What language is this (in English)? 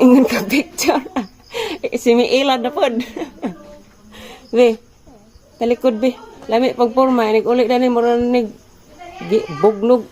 Cebuano